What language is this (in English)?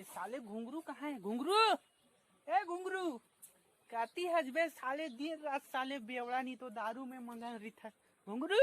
Chhattisgarhi